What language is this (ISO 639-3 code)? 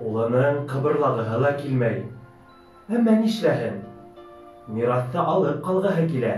bak